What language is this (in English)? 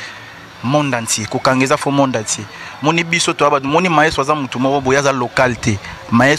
Lingala